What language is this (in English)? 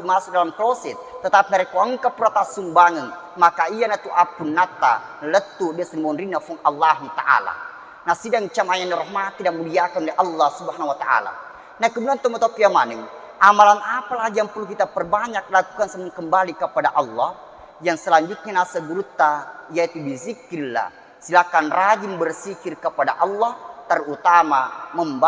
Buginese